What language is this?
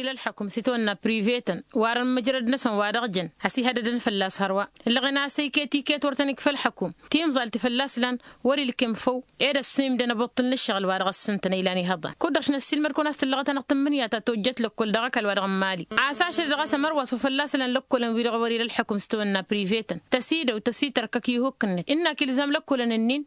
Tamasheq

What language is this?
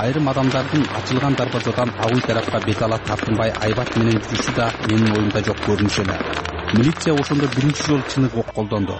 Kyrgyz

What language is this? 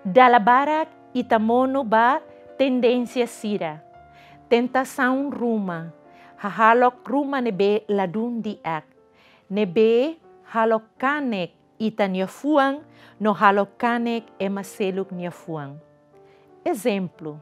Tetum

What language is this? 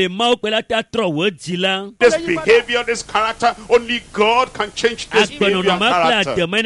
Ewe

